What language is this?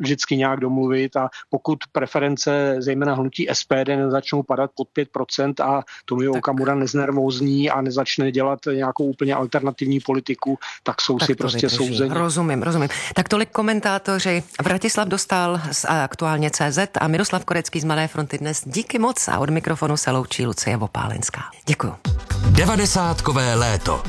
Czech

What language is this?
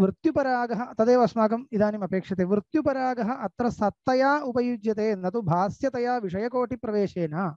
Sanskrit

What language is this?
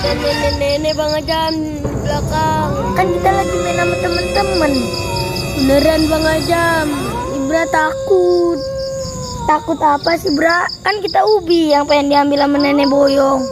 Betawi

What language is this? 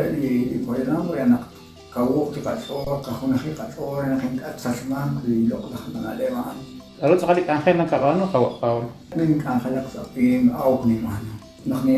Kekchí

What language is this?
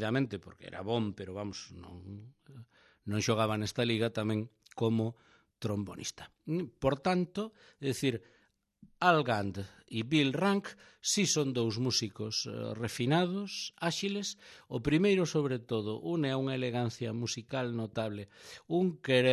Galician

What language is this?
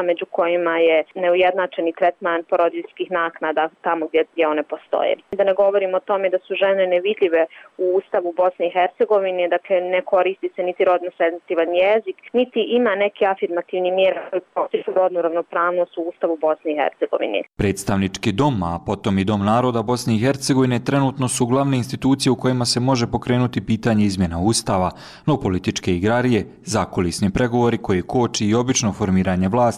Bosnian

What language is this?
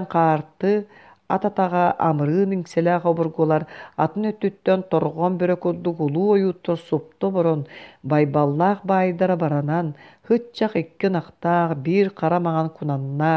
Yakut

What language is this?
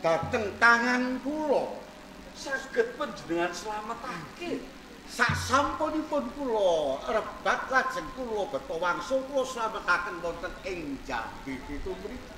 Javanese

